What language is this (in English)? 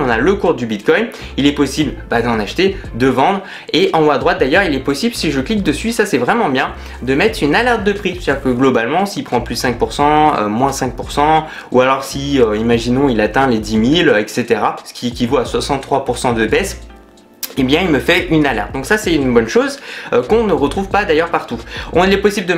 French